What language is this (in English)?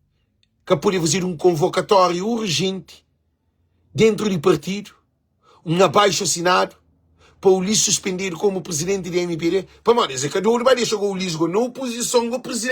Kabuverdianu